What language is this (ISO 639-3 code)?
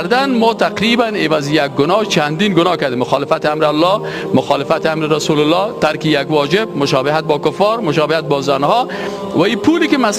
fas